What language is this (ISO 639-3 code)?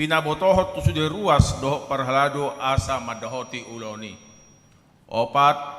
bbc